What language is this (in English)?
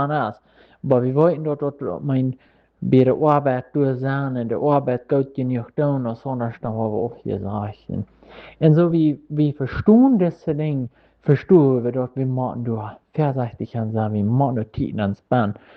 Plautdietsch